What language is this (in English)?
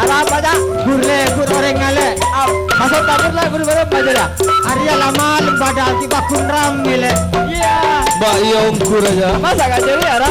Madurese